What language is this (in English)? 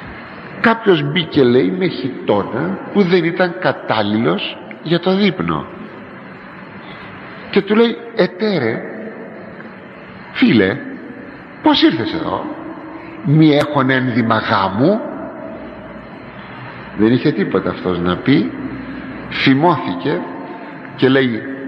Greek